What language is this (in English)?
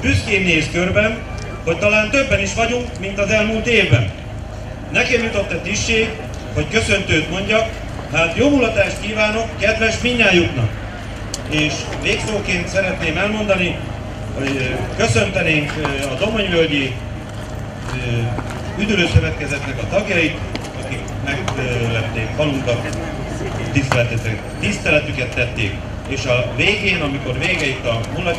Hungarian